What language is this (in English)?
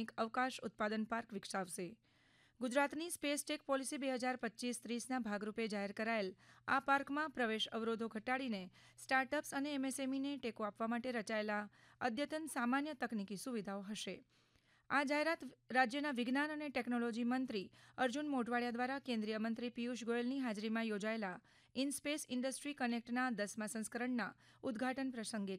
Gujarati